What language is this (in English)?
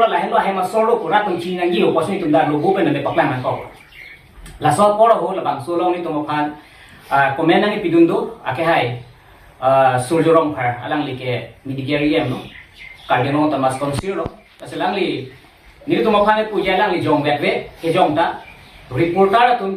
Karbi